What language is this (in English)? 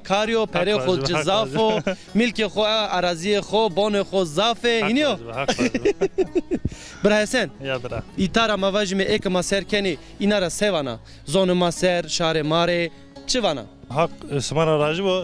Zaza